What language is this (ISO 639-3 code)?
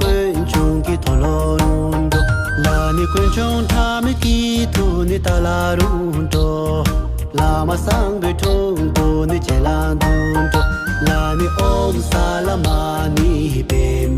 bod